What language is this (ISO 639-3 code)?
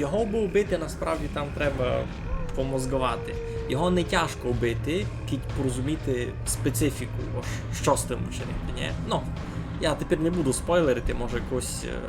rue